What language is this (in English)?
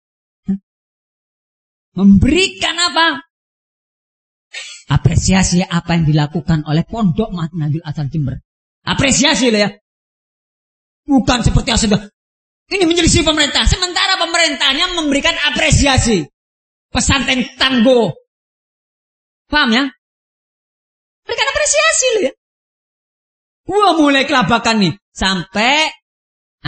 Indonesian